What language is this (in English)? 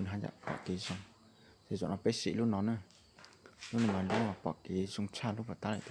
Hmong